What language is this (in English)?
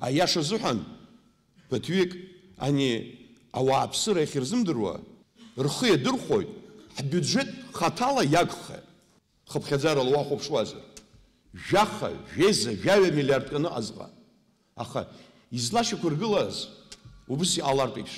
Abkhazian